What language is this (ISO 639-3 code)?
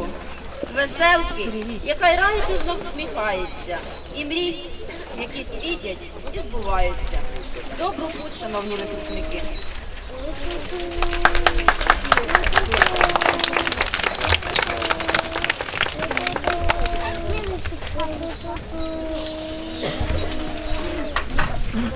ukr